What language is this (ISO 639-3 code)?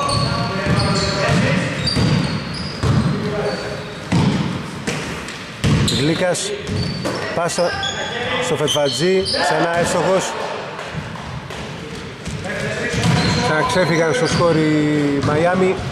ell